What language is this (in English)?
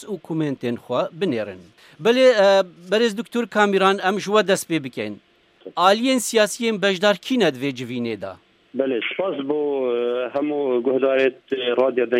Kurdish